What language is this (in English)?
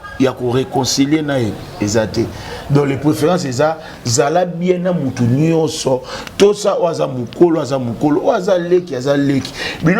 Lingala